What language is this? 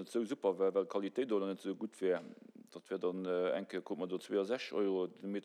Luxembourgish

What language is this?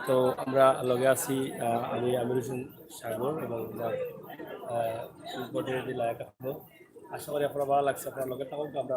Sylheti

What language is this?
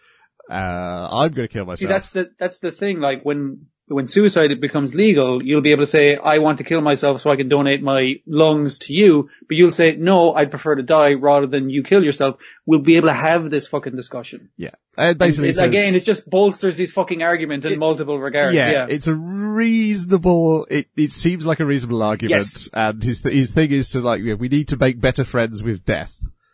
English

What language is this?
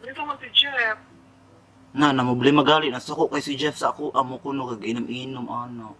Cebuano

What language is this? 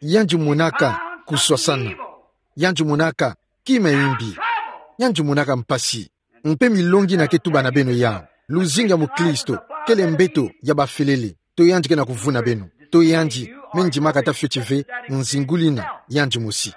Kituba (Democratic Republic of Congo)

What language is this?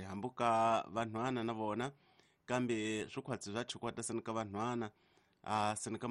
Tsonga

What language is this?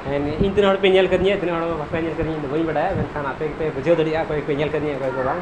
Santali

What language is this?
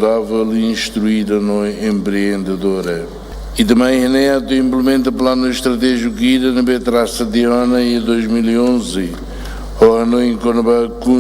Tetum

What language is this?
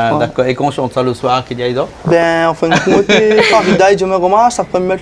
Réunion Creole French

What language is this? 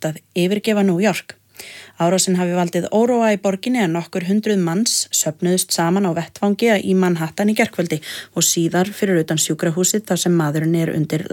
Icelandic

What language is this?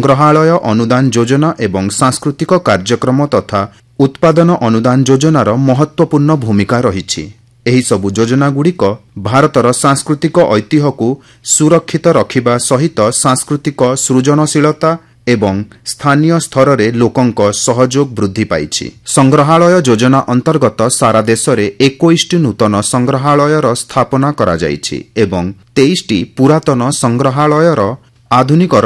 Odia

